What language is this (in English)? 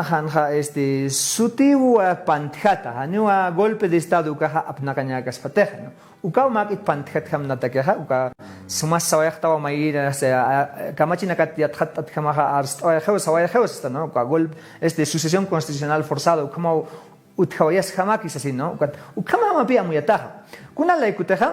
Aymara